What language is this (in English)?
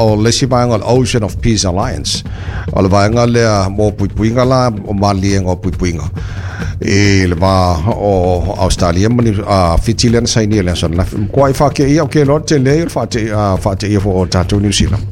Samoan